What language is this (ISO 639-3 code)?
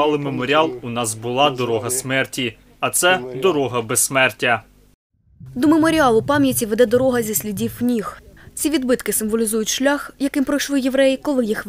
ukr